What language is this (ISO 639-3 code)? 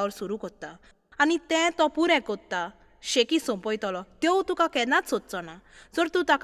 kok